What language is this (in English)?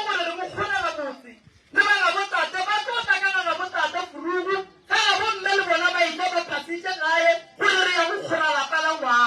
Northern Sotho